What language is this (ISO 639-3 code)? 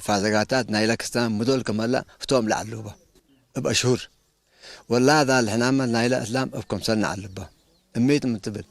tig